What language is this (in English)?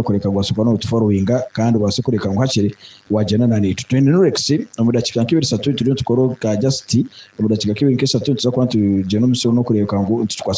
Nyankole